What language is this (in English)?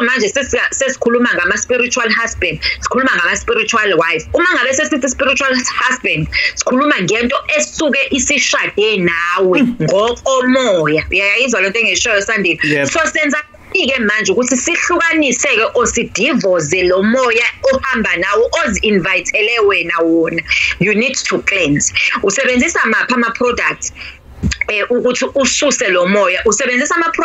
Zulu